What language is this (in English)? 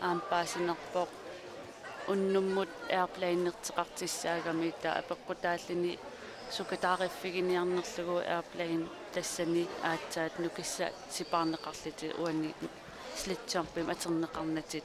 Kalaallisut